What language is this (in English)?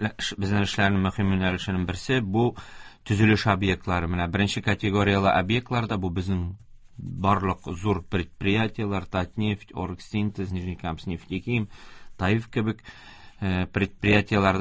Tatar